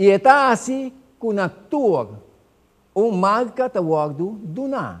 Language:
Papiamento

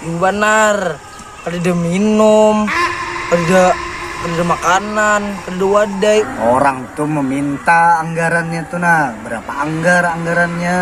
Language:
Banjar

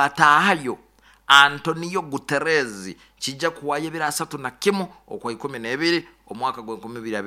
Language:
Nyoro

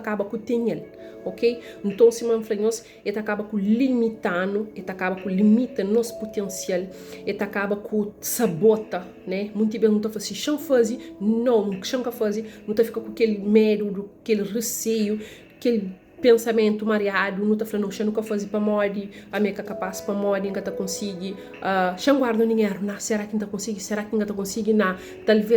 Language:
Kabuverdianu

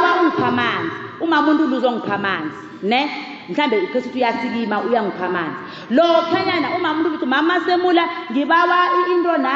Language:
South Ndebele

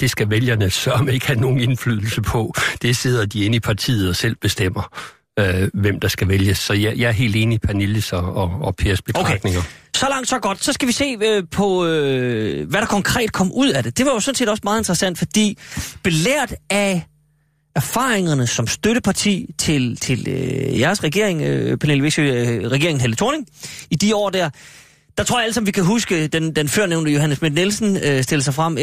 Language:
Danish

